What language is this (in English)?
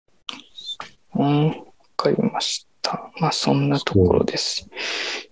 Japanese